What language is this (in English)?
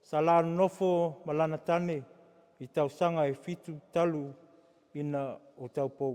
Samoan